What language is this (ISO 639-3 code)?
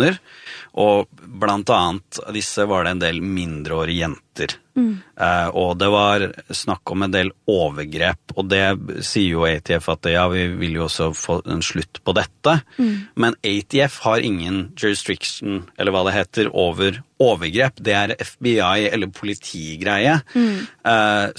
nor